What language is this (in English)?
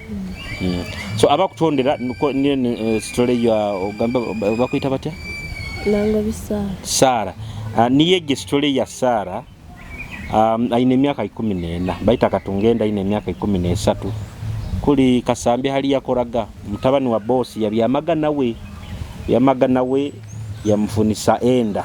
Nyoro